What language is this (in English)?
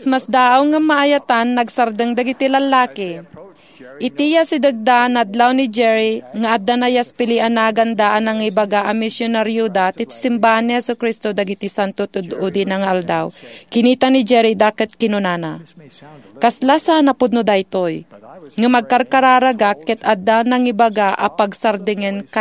Iloko